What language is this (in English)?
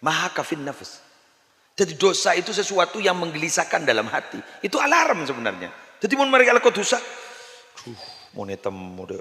Madurese